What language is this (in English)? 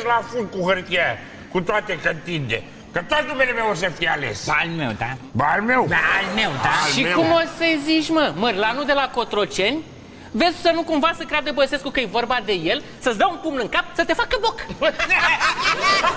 Romanian